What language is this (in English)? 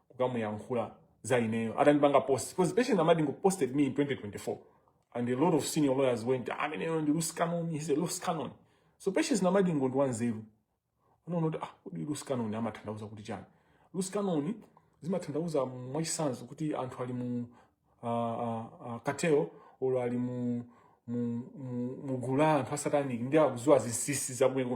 Nyanja